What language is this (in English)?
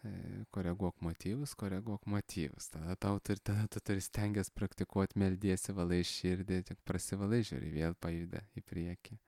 Lithuanian